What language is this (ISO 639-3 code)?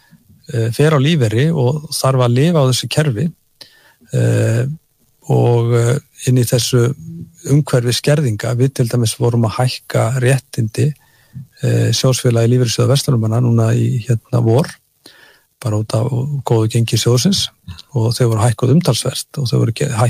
isl